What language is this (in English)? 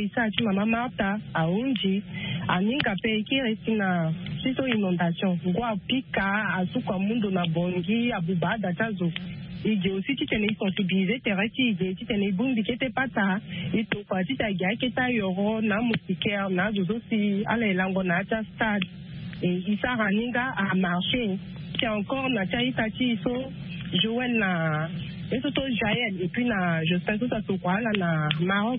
Sango